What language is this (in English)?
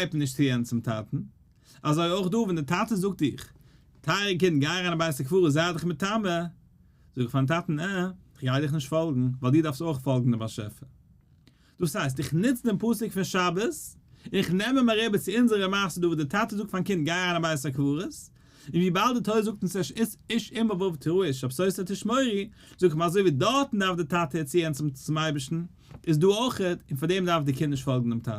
Yiddish